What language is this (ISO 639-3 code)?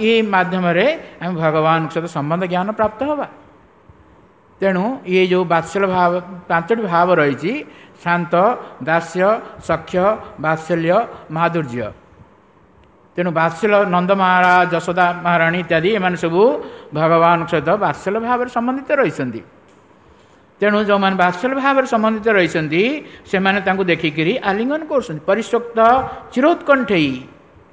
ori